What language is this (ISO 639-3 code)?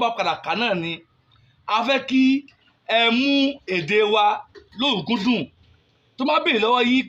yor